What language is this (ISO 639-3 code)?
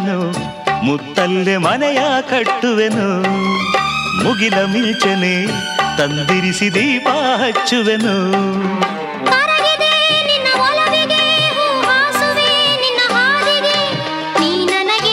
kan